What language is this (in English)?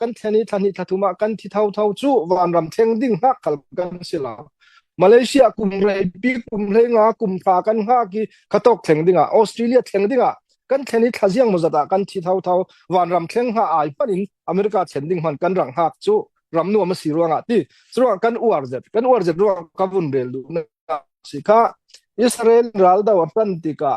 Falam Chin